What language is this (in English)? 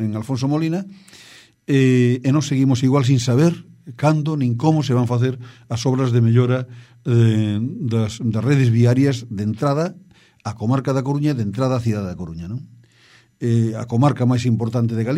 Galician